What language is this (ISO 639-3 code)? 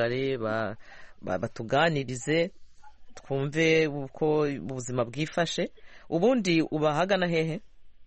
kin